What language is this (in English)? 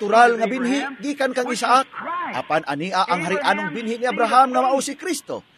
Cebuano